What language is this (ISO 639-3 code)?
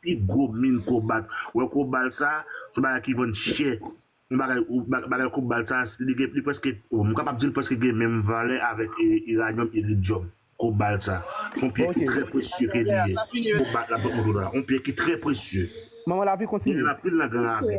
hat